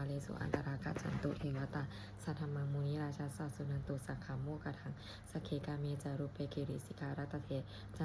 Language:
Pali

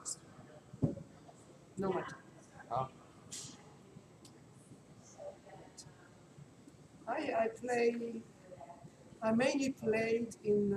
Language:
English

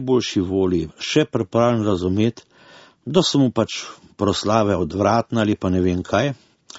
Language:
Slovenian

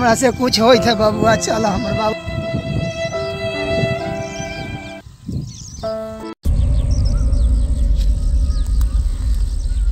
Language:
Bhojpuri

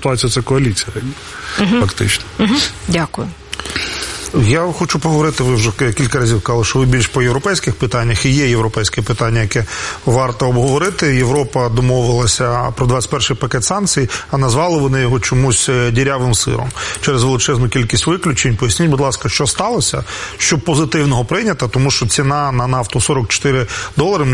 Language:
Ukrainian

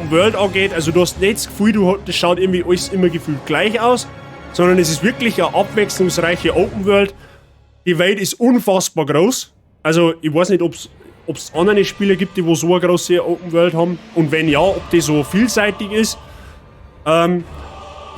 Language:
Bavarian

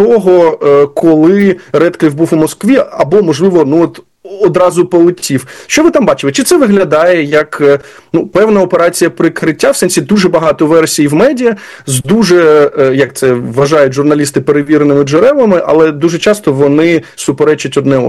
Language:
Ukrainian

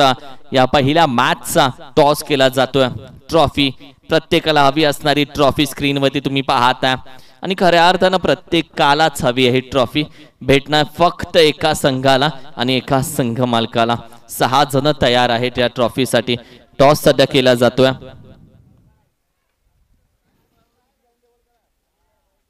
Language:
Marathi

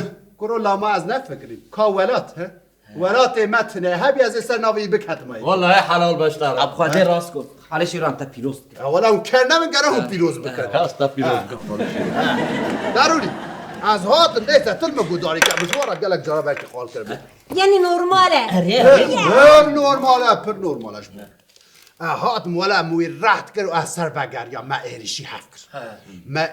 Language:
Kurdish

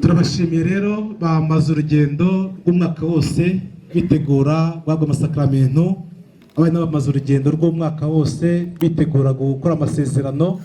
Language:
Kinyarwanda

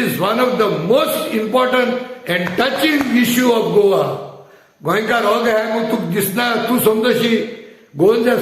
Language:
Konkani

